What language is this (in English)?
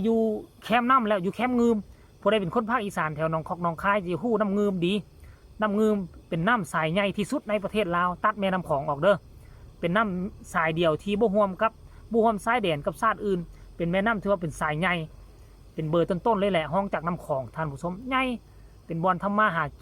Northeastern Thai